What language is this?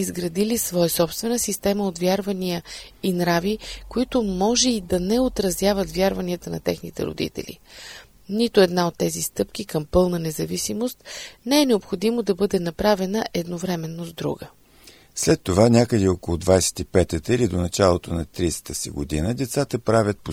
Bulgarian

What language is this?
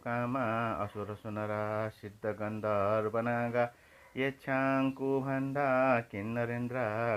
Newari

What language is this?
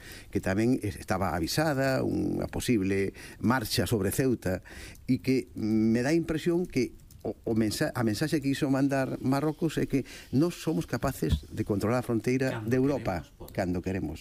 Galician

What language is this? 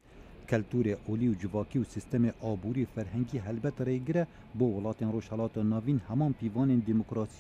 Kurdish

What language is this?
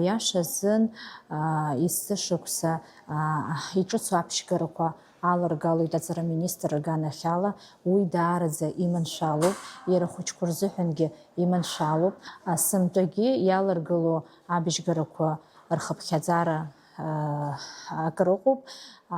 Abkhazian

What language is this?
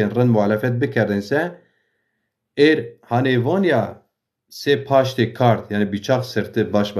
Zaza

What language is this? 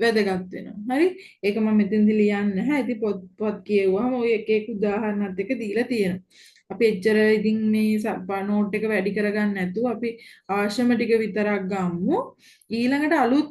Sinhala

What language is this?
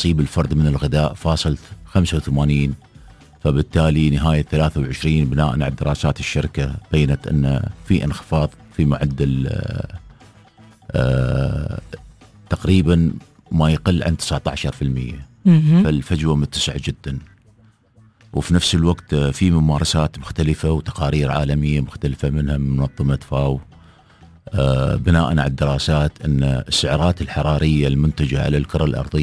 Arabic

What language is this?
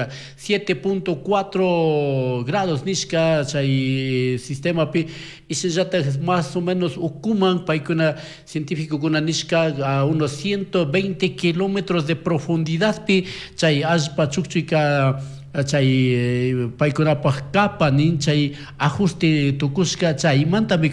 Chimborazo Highland Quichua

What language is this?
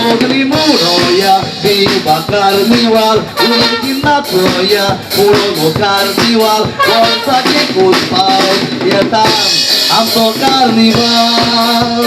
Konkani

